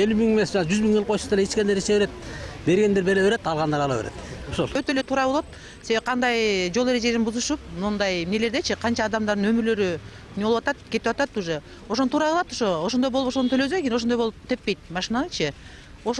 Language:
Kyrgyz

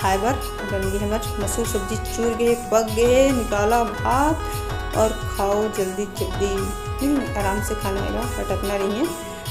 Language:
Chhattisgarhi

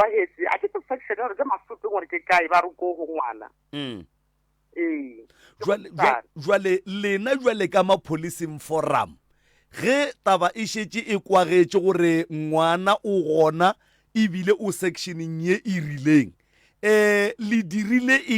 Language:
Northern Sotho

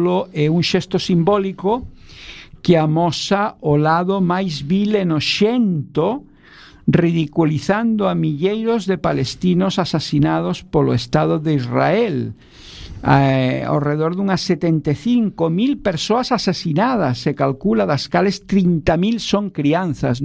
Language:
Galician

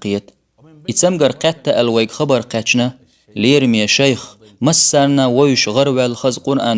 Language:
Chechen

